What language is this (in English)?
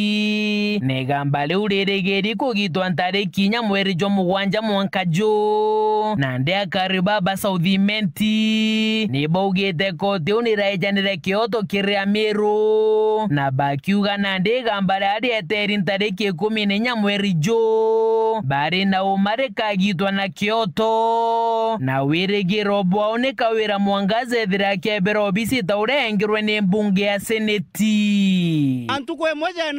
Meru